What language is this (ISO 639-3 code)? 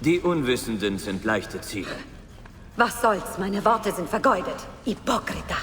bar